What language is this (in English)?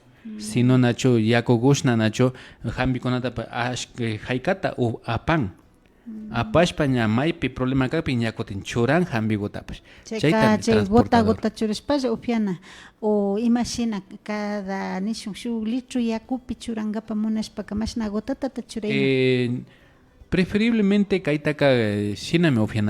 Imbabura Highland Quichua